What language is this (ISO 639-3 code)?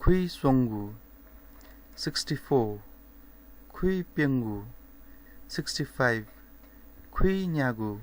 new